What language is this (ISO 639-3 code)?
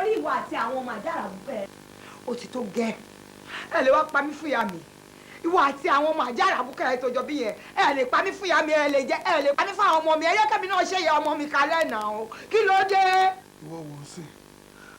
yor